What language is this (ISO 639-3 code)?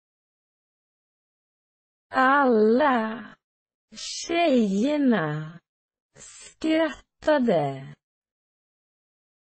swe